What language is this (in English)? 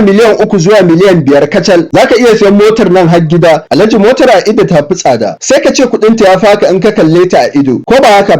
Hausa